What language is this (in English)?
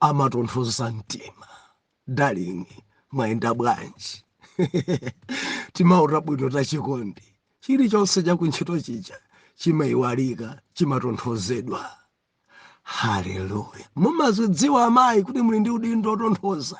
Nyanja